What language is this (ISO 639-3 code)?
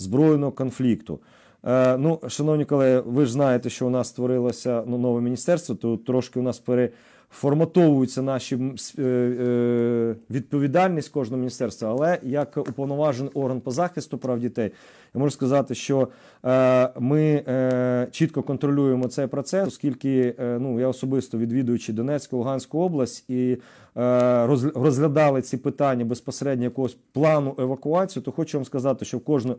ukr